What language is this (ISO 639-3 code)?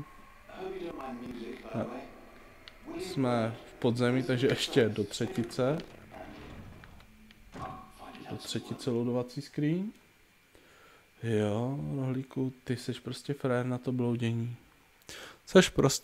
ces